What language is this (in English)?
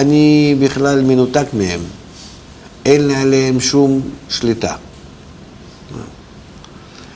Hebrew